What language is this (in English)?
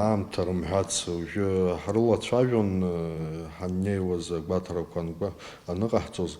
Abkhazian